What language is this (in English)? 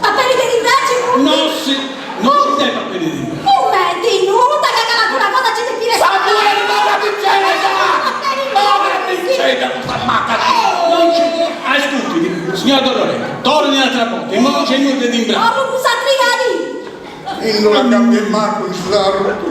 Sardinian